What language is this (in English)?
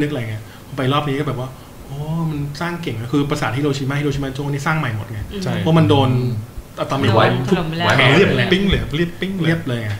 Thai